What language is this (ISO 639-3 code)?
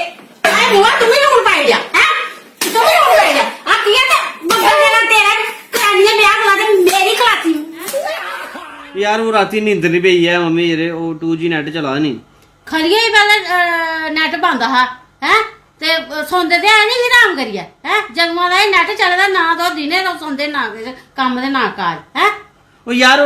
doi